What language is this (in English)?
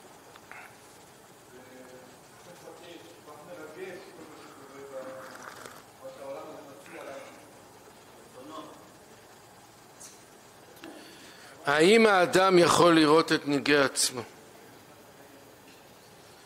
Hebrew